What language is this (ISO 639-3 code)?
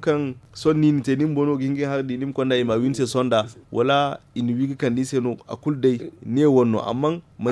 dje